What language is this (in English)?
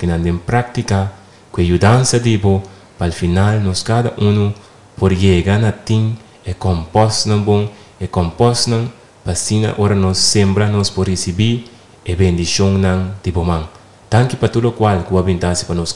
Papiamento